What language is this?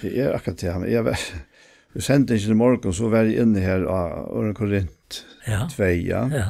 Faroese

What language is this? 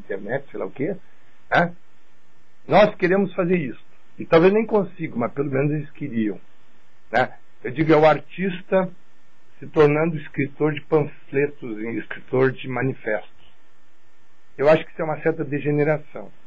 Portuguese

